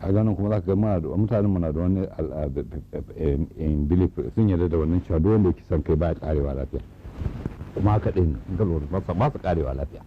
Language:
Hausa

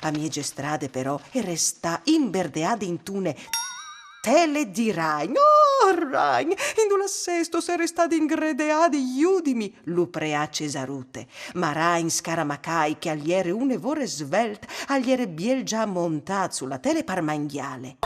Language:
Friulian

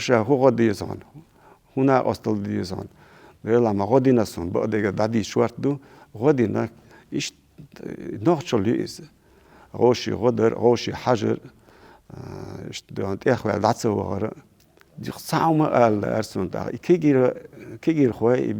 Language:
Chechen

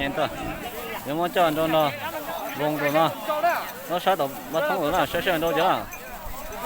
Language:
Hmong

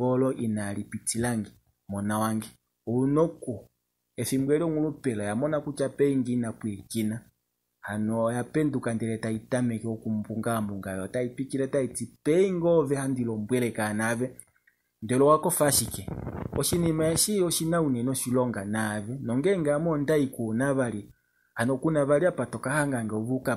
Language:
Kuanyama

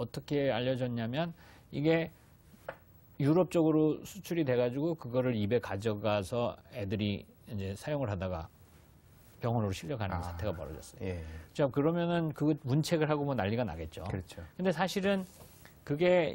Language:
Korean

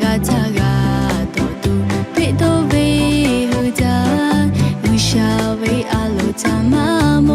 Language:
Lahu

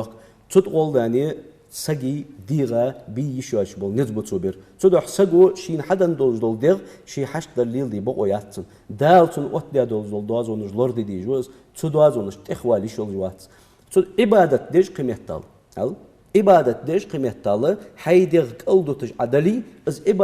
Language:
Ingush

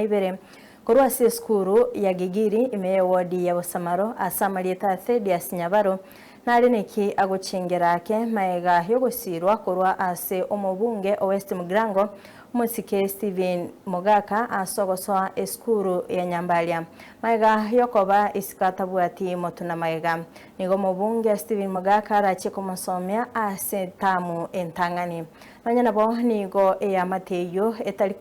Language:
Gusii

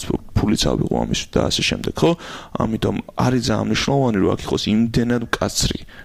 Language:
Georgian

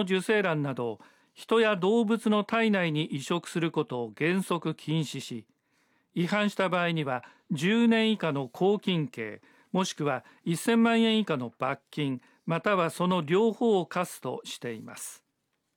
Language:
Japanese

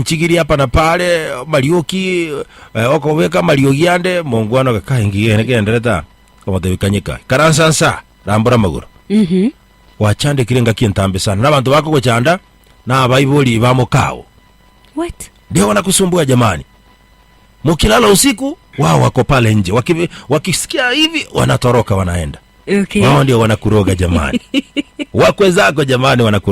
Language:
Gusii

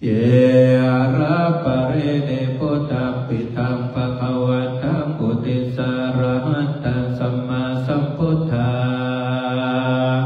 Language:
Pali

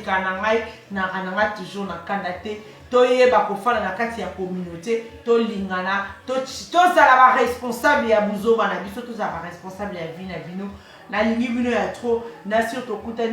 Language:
Lingala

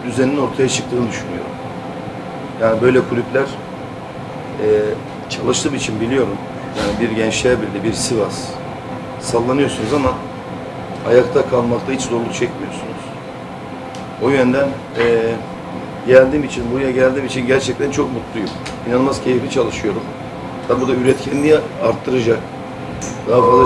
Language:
Turkish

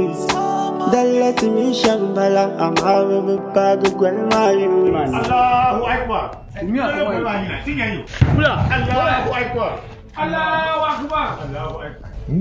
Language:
Dagbani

